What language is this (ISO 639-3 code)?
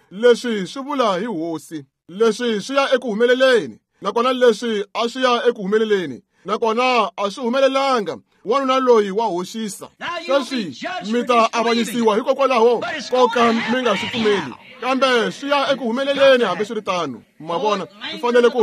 tso